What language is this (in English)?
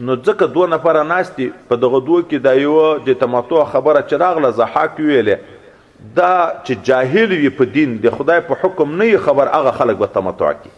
Pashto